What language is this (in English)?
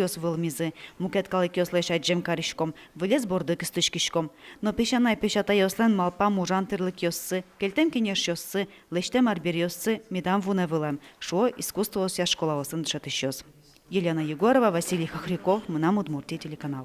Udmurt